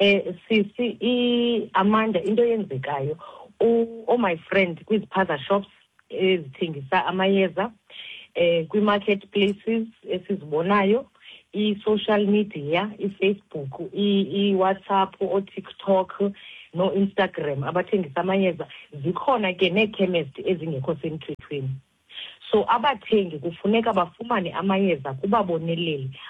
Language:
Xhosa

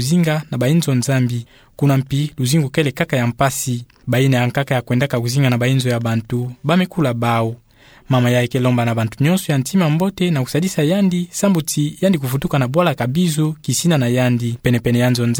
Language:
Kituba (Democratic Republic of Congo)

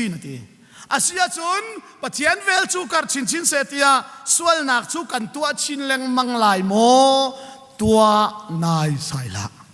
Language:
Hakha Chin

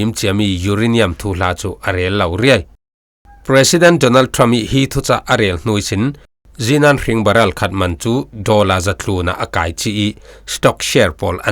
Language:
Falam Chin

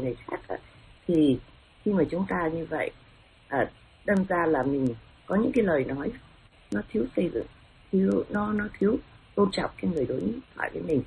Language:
Vietnamese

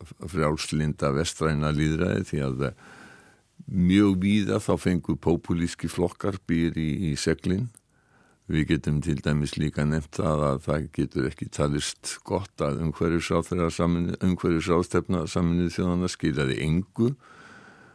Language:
Icelandic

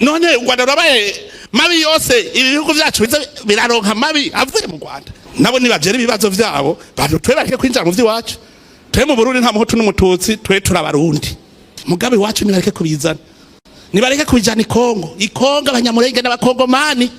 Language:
Rundi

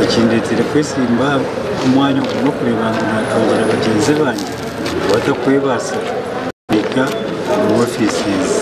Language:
Nyankole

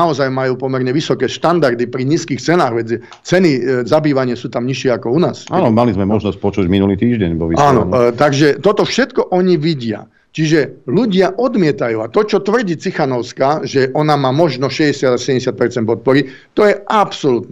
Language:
Slovak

